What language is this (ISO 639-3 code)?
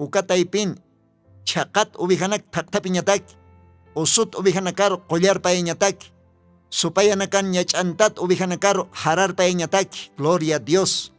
aym